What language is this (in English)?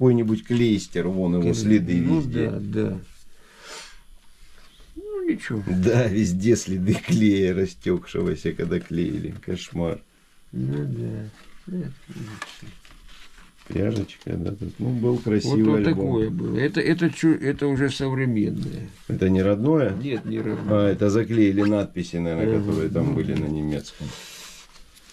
Russian